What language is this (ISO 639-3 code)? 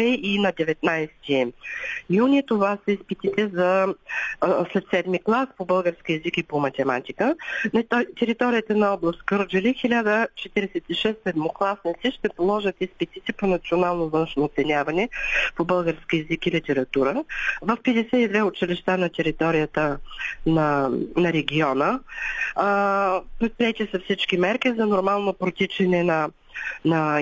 bul